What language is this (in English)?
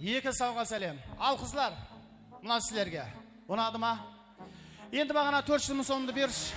Kara-Kalpak